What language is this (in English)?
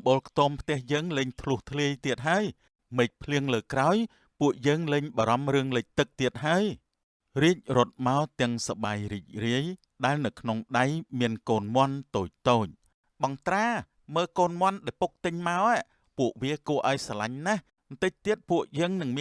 Khmer